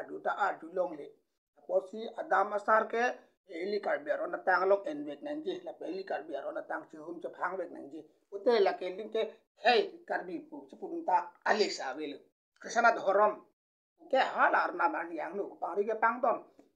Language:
Karbi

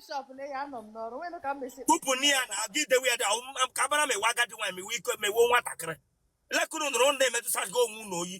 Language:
Igbo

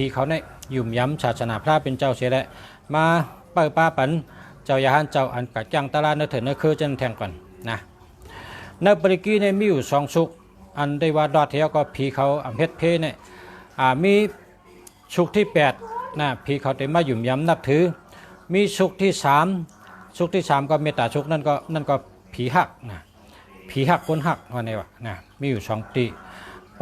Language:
Shan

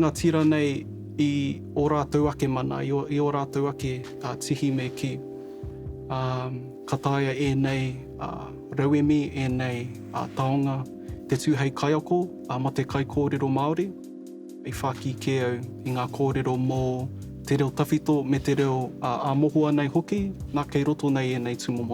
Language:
Māori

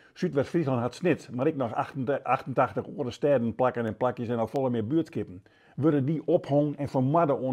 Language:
Western Frisian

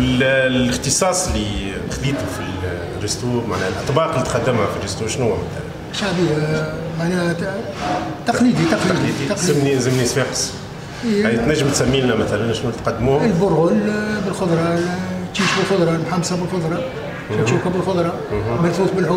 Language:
Tunisian Arabic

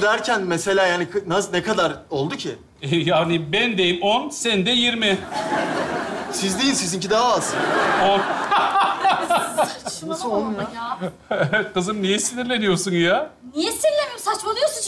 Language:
Turkish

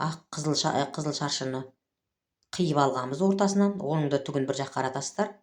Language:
Kazakh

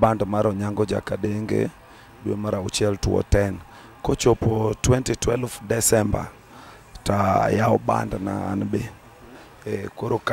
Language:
Luo (Kenya and Tanzania)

